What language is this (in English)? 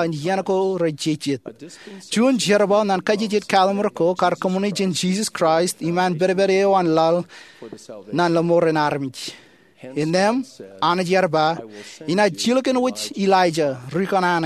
Marshallese